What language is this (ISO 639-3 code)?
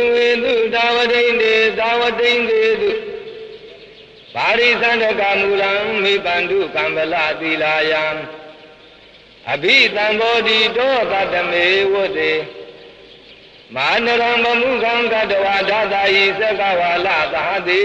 mya